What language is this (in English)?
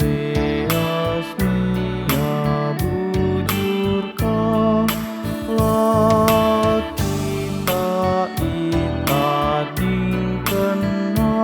Batak Karo